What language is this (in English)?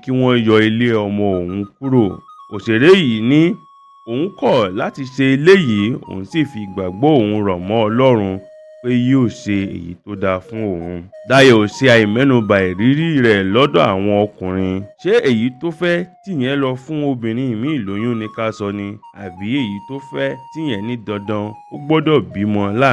Yoruba